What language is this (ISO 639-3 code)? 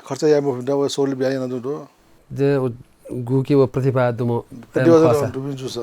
new